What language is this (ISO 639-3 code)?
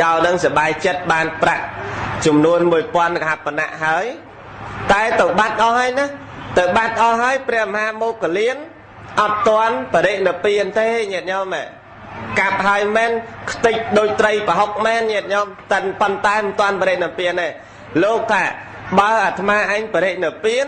khm